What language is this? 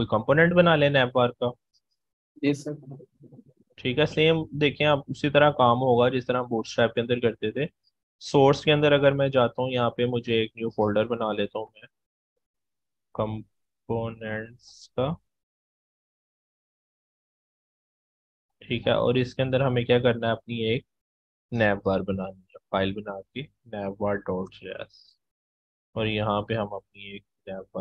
Hindi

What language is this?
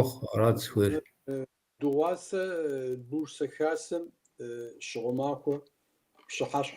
Kabardian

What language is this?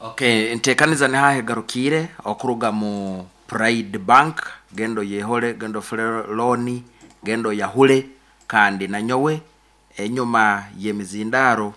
Nyankole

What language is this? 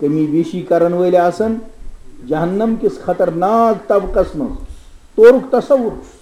Kashmiri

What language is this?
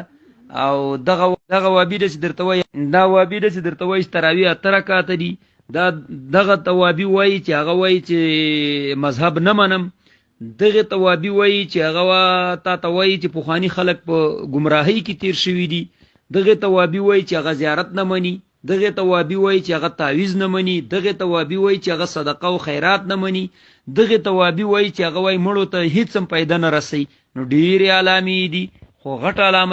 Pashto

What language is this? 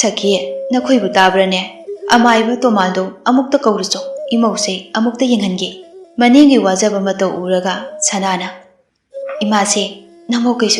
Manipuri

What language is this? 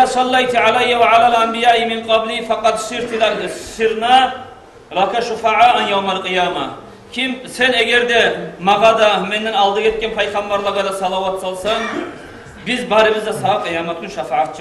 Kumyk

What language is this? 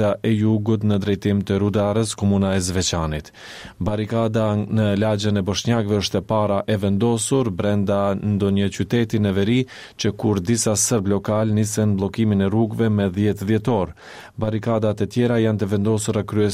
Albanian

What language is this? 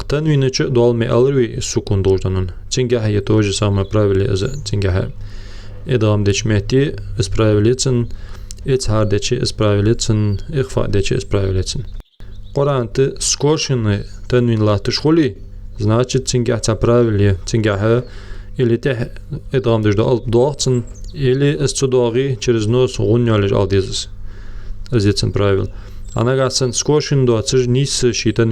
Ingush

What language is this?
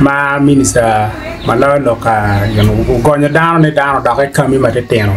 Acoli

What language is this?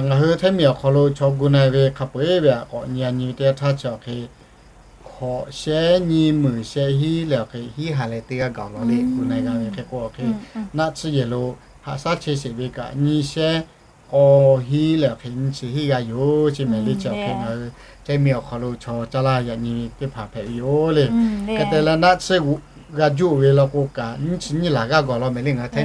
Lahu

